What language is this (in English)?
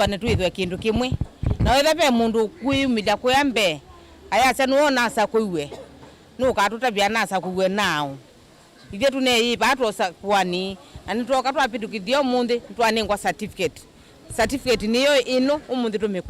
Kamba